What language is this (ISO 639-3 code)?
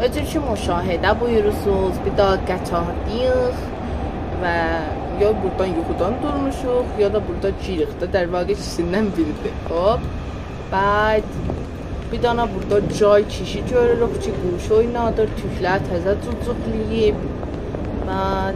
azb